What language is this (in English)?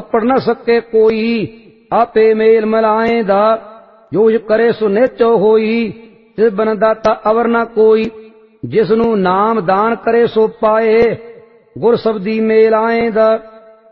Punjabi